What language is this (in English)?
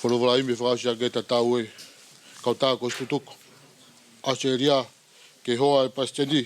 Tongan